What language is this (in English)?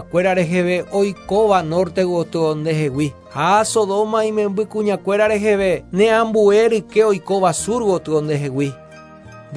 Guarani